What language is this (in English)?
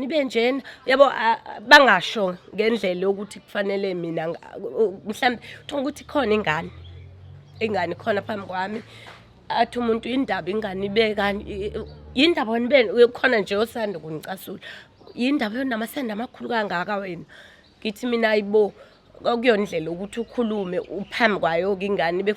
Zulu